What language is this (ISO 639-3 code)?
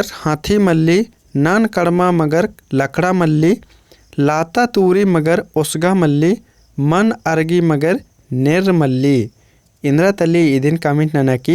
kru